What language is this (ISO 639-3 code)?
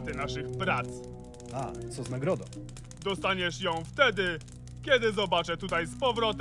pol